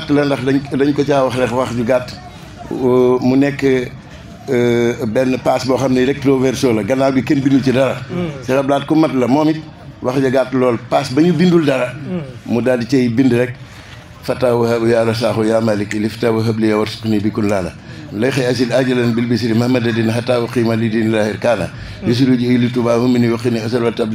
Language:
Wolof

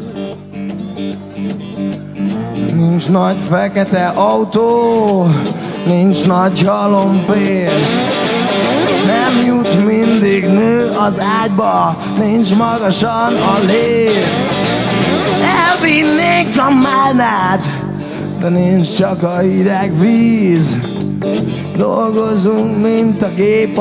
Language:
Hungarian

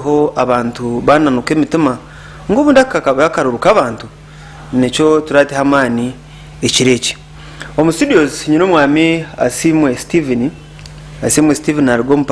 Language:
Nyankole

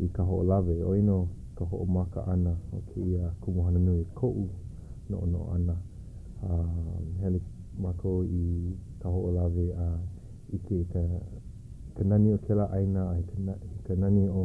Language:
Hawaiian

